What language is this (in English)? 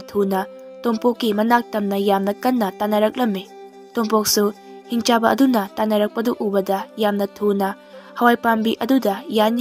Manipuri